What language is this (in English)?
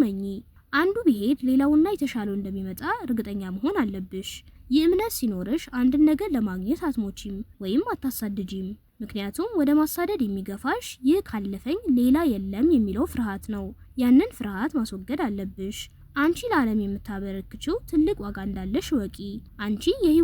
Amharic